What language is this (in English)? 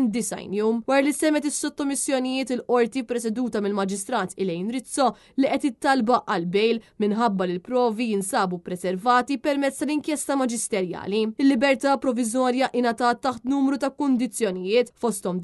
Maltese